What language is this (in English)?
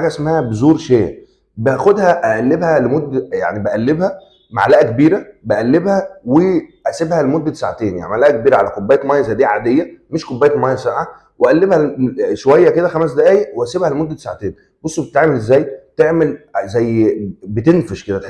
Egyptian Arabic